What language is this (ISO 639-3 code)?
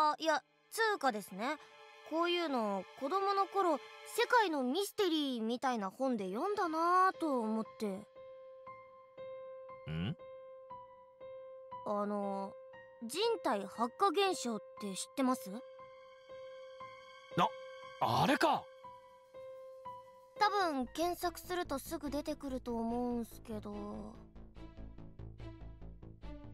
jpn